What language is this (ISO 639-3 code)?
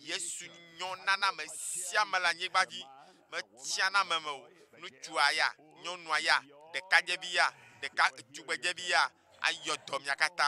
ewe